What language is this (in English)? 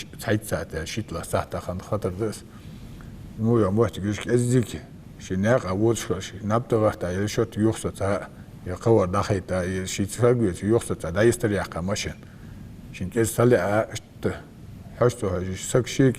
Ingush